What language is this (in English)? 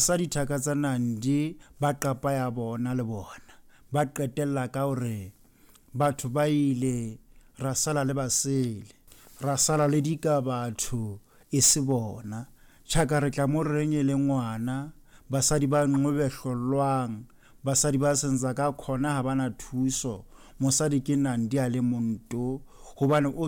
Southern Sotho